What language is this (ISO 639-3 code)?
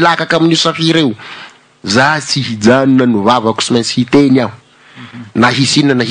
mlg